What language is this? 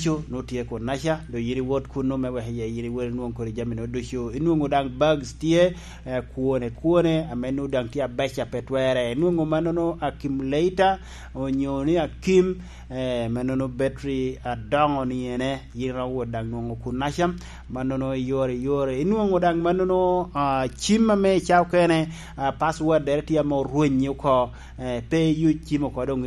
Lango (Uganda)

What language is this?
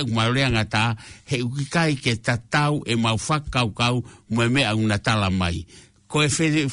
Tongan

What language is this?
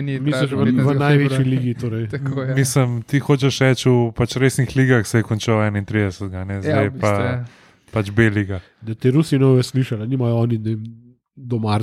Slovenian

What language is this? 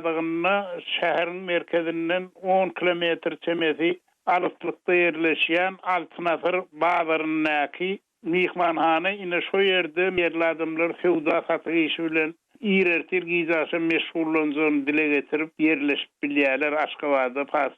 Turkmen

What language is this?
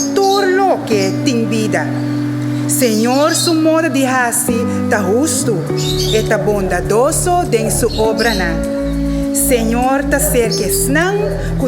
Papiamento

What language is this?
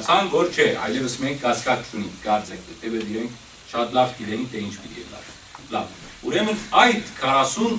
Western Armenian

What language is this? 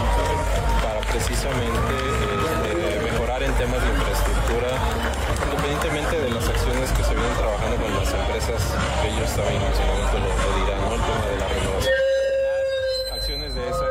Spanish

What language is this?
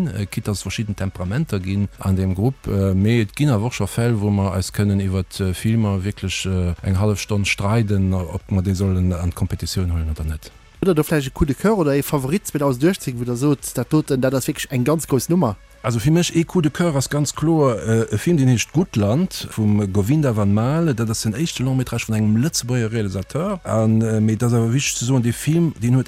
Luxembourgish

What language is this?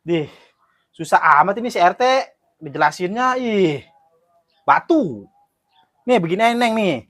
Betawi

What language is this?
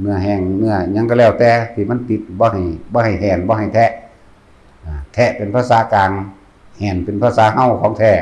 Northeastern Thai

